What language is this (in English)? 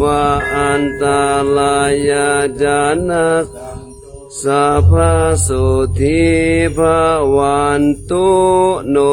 Pali